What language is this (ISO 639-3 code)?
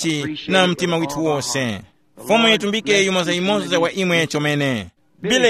tum